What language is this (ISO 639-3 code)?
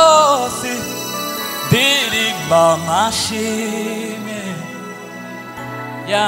kin